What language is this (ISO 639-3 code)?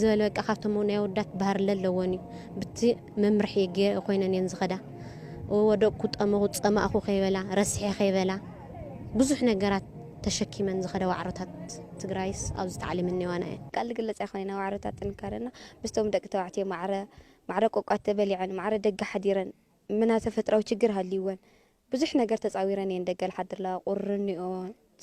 tir